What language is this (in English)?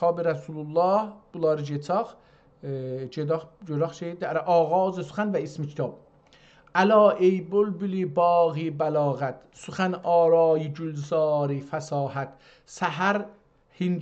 South Azerbaijani